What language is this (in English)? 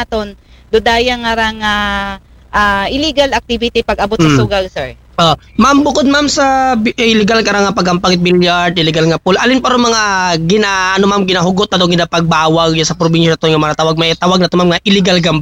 Aklanon